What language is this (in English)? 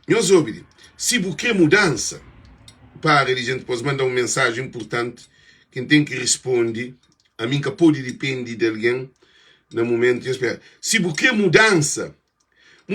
Kabuverdianu